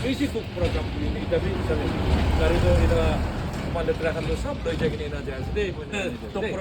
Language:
Naga Pidgin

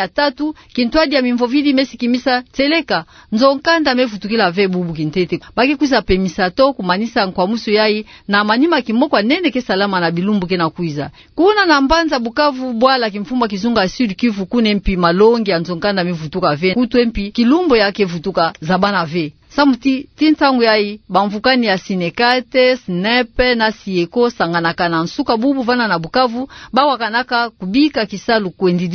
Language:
Kituba (Democratic Republic of Congo)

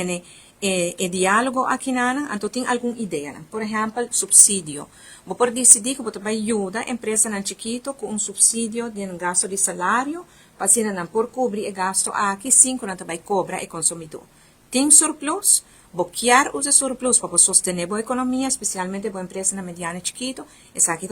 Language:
Papiamento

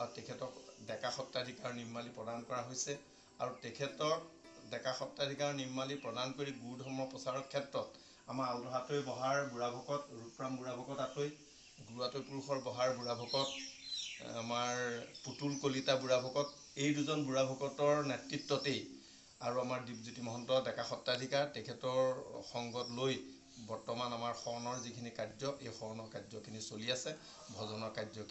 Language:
Assamese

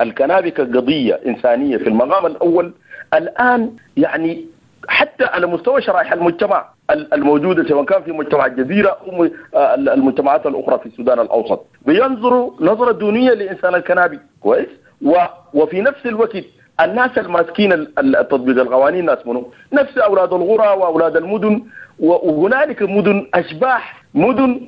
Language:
Sudanese Arabic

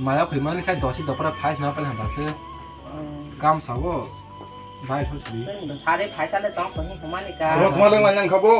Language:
Kok Borok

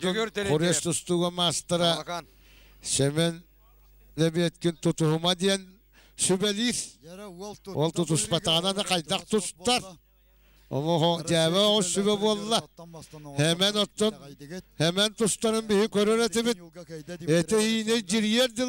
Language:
Yakut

